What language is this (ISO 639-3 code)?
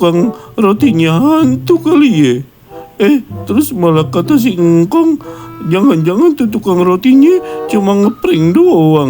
bew